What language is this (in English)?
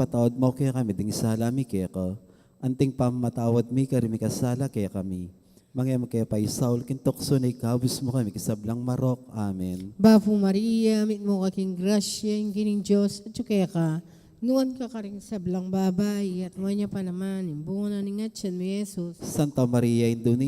Pampanga